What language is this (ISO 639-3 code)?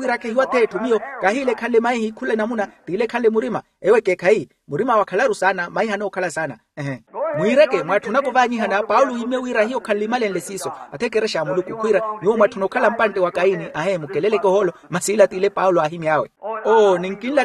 vmw